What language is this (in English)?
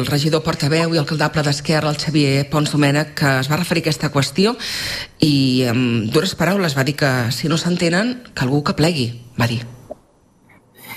Catalan